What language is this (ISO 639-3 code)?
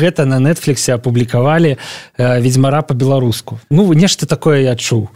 bel